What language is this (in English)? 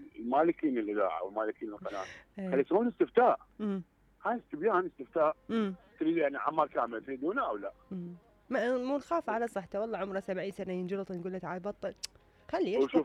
Mesopotamian Arabic